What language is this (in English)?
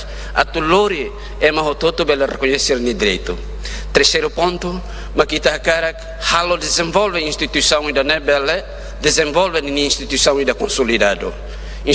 Tetum